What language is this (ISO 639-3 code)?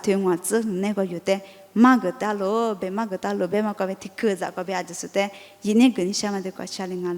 lis